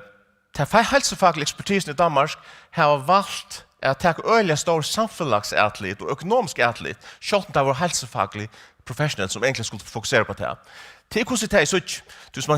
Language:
Faroese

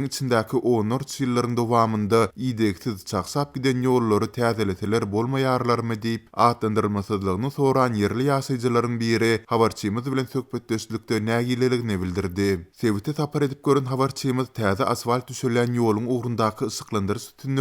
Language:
Turkmen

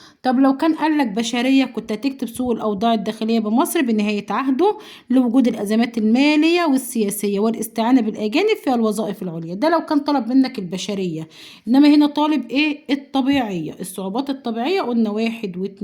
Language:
Egyptian Arabic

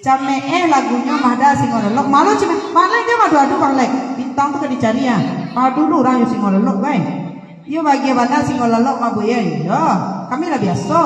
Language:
Minangkabau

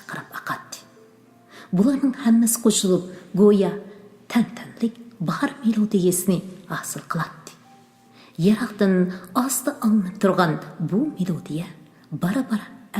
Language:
Uyghur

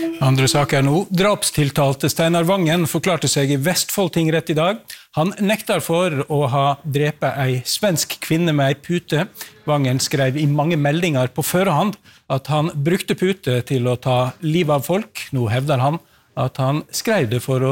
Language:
Norwegian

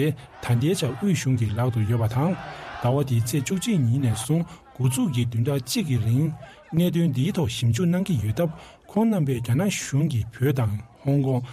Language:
Tibetan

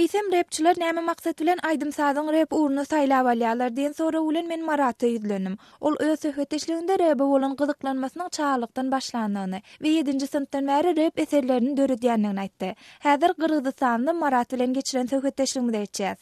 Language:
Turkmen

